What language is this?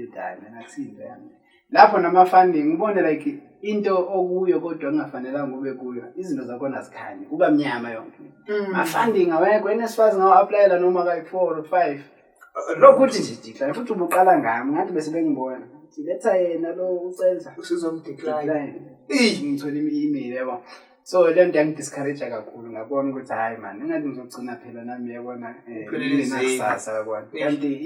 Zulu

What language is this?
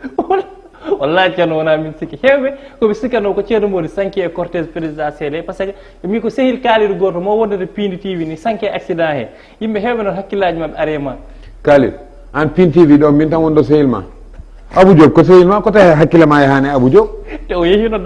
Fula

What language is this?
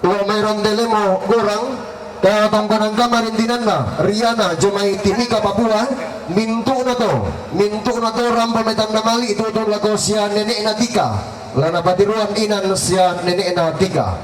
Toraja-Sa'dan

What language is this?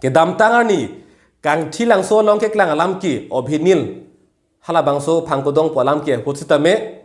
Karbi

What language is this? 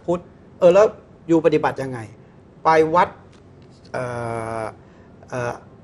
Thai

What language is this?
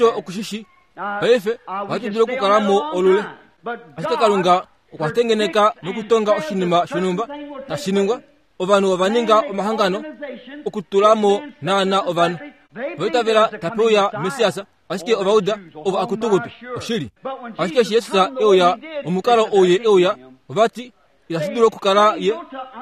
Kuanyama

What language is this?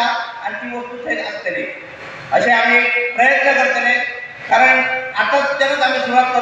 Konkani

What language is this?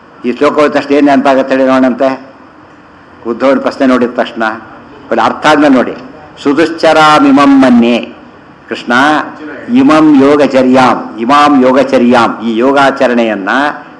Kannada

